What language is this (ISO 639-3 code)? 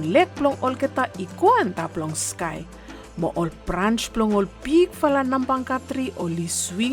bis